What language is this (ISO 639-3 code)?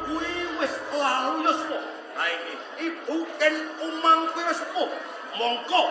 jav